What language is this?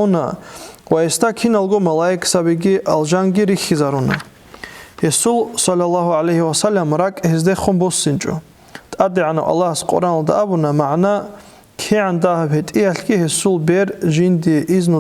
Avaric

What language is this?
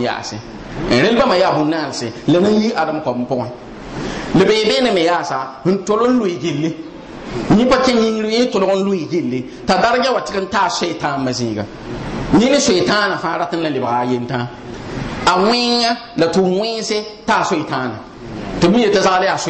Mossi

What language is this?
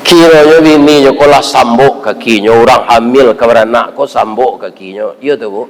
Minangkabau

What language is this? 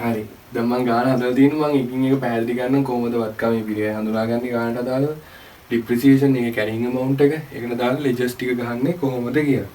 Sinhala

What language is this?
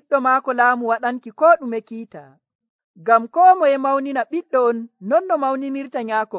Nigerian Fulfulde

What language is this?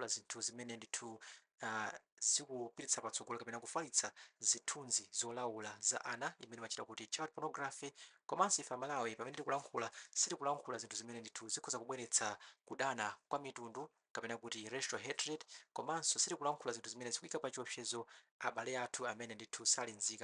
Nyanja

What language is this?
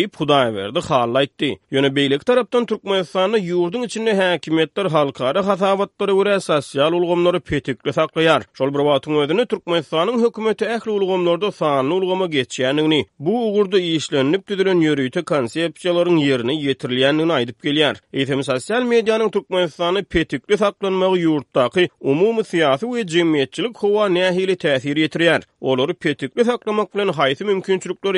Turkmen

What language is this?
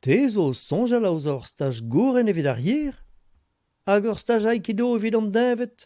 Breton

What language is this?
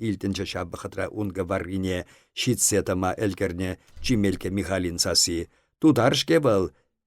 Chuvash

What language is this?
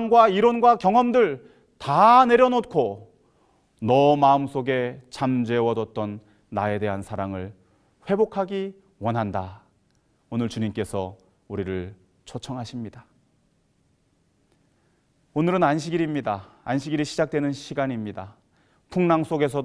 Korean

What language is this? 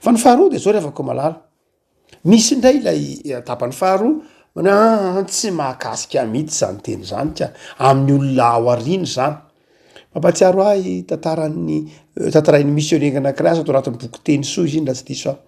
Malagasy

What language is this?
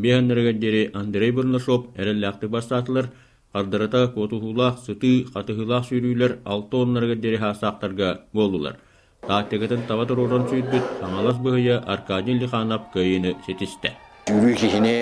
Yakut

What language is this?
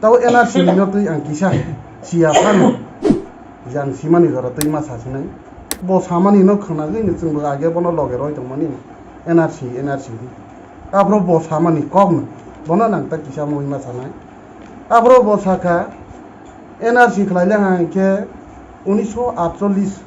Kok Borok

